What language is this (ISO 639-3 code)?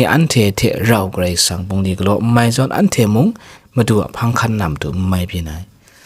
kac